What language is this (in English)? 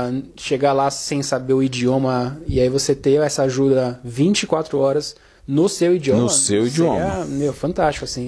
Portuguese